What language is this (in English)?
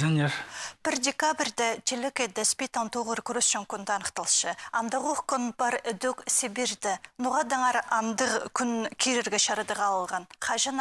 Khakas